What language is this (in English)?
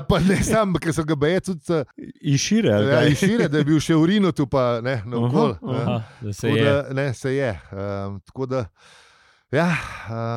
Slovenian